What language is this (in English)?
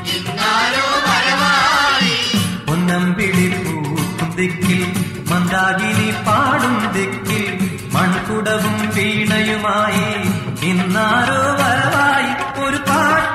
Malayalam